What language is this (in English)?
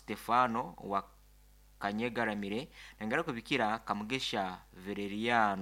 Nyankole